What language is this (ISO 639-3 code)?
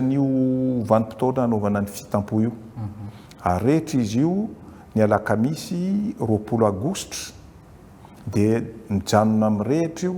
mlg